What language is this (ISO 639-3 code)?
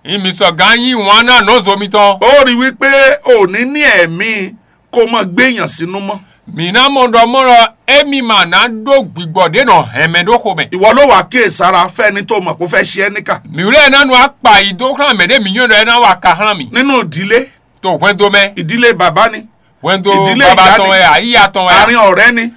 fon